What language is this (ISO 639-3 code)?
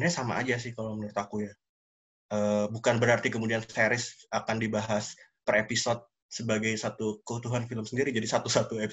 ind